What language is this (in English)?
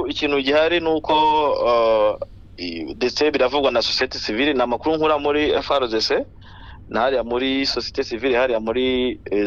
Kinyarwanda